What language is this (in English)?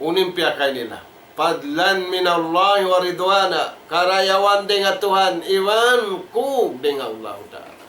Tausug